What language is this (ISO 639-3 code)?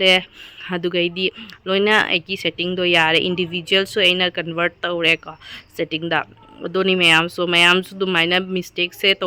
mni